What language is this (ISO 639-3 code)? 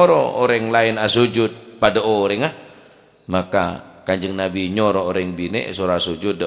mad